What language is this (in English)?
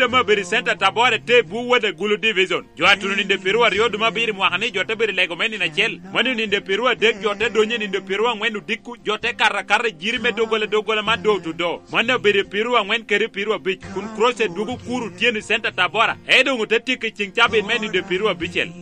Lango (Uganda)